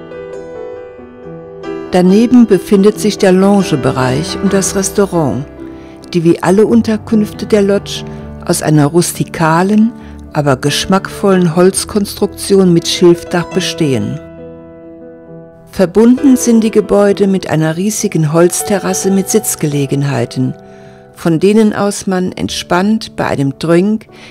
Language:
German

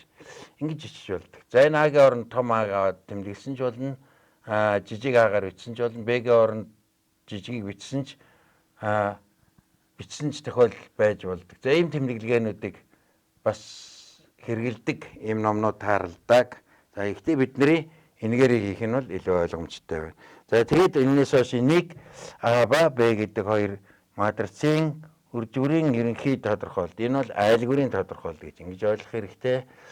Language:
Mongolian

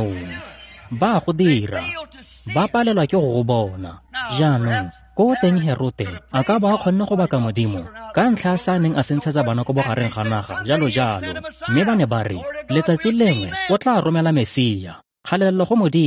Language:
Tswana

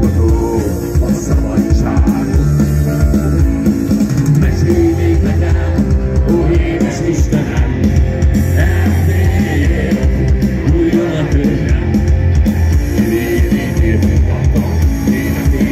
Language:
Hungarian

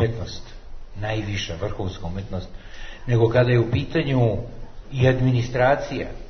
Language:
Serbian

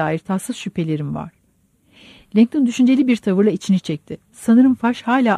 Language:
Turkish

